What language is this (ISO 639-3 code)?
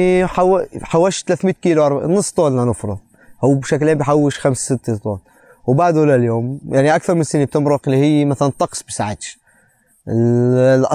apc